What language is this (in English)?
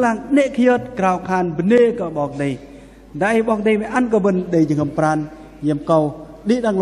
Bahnar